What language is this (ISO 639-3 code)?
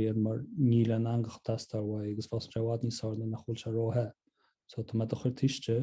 gle